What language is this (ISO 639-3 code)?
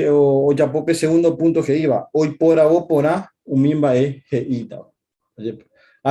grn